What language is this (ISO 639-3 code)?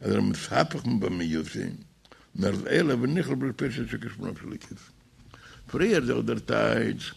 yid